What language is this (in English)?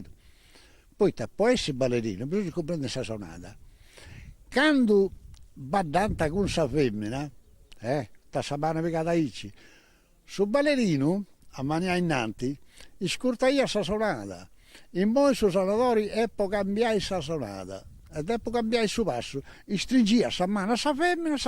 Sardinian